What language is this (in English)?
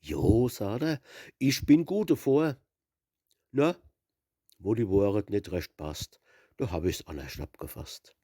Palatine German